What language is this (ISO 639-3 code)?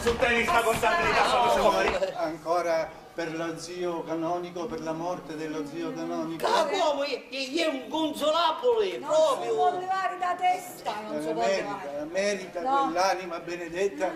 scn